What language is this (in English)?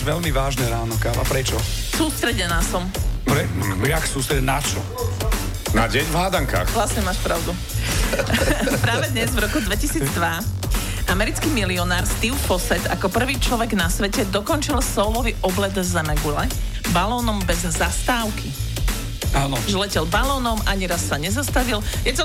Slovak